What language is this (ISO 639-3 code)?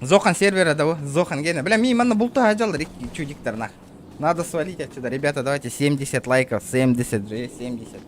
sah